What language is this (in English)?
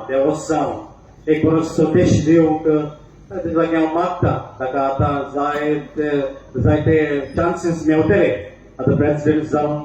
Konkani